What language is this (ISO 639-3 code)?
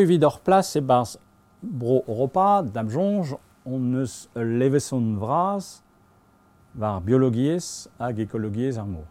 bre